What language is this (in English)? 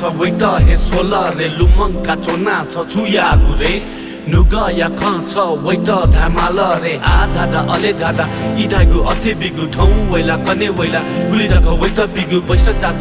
Newari